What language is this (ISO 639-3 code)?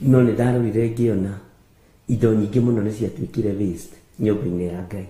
kik